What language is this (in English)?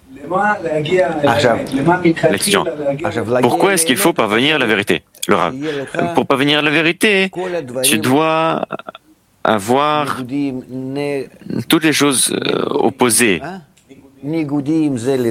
French